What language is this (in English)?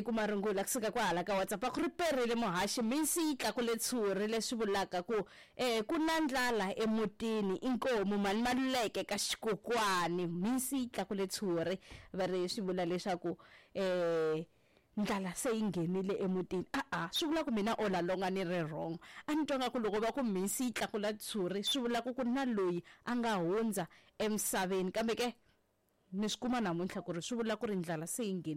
Tsonga